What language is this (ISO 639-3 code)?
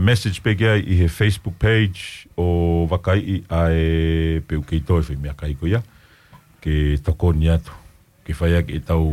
ton